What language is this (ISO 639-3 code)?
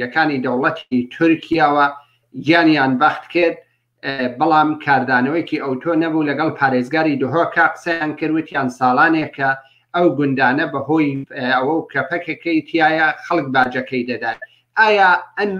ckb